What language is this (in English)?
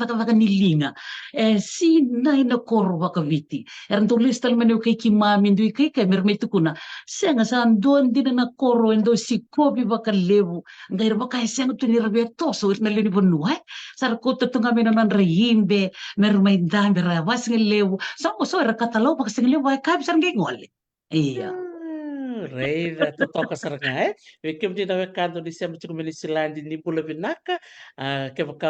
Fijian